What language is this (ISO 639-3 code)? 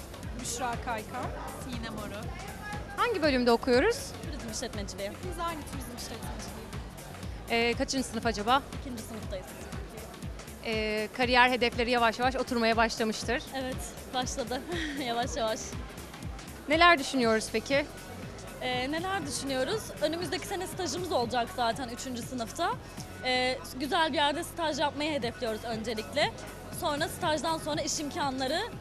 tur